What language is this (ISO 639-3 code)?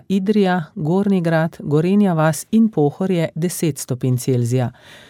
slv